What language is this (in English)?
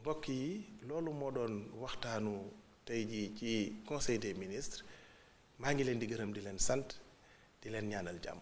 Wolof